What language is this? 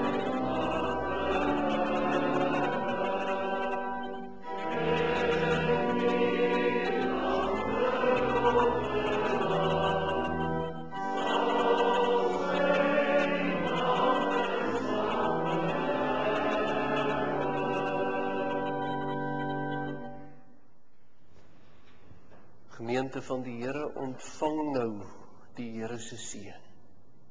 Afrikaans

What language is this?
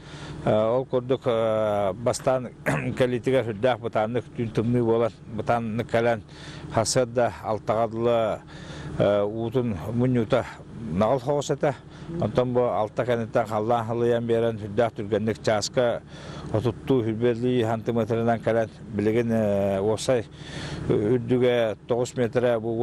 Yakut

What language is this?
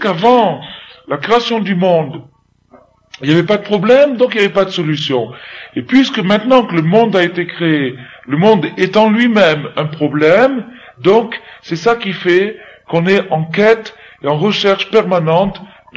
French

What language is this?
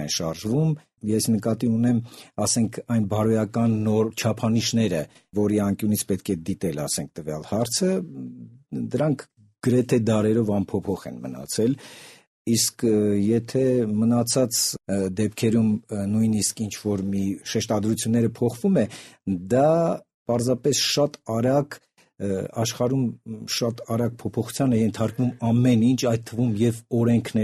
Armenian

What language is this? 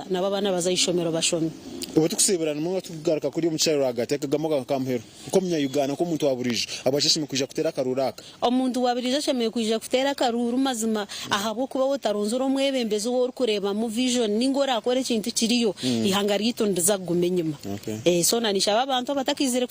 Nyankole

